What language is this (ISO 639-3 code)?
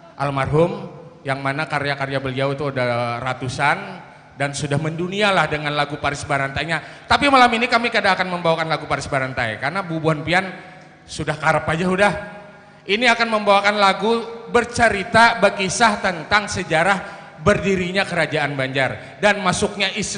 bjn